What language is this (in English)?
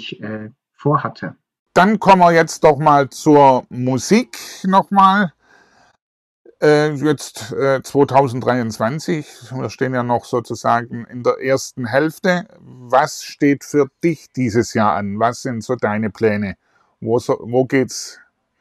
German